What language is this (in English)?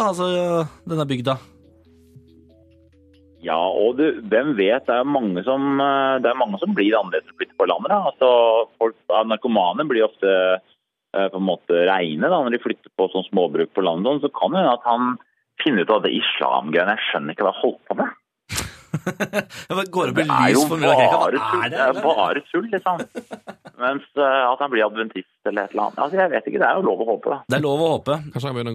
Norwegian